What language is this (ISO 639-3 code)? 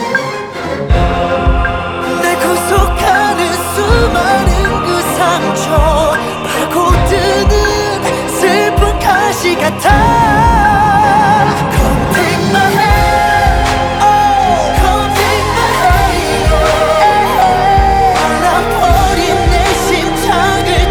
kor